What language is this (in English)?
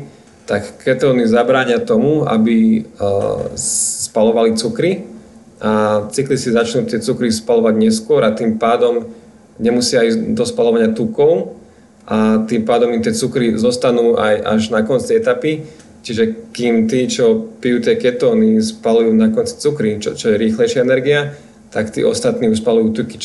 Slovak